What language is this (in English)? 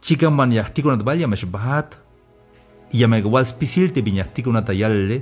Tzeltal